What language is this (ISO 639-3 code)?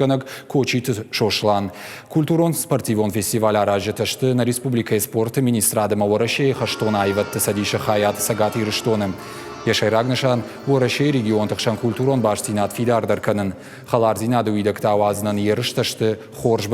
oss